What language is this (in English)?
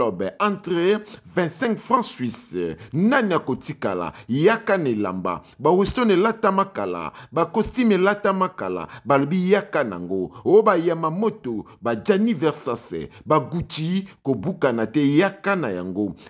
Lingala